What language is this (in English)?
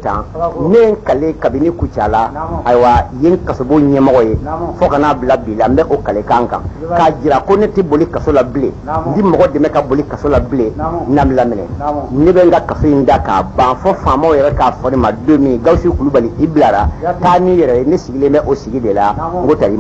Bambara